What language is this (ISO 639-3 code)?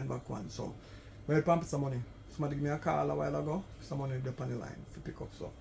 jam